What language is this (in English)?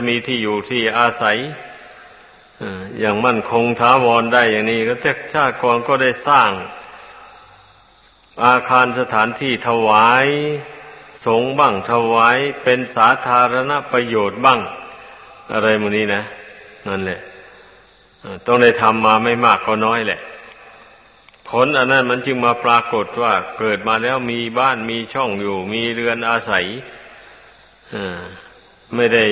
Thai